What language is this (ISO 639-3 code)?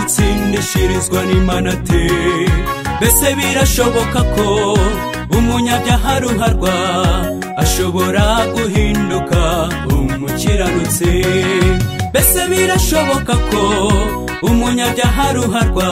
kin